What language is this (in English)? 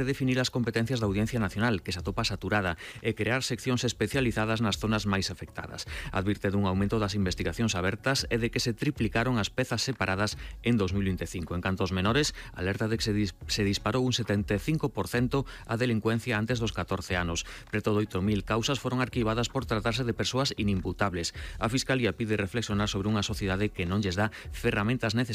Galician